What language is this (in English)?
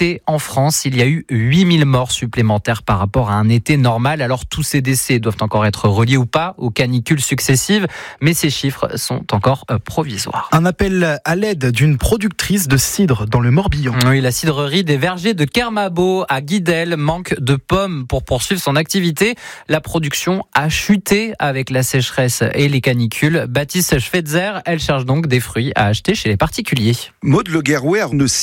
French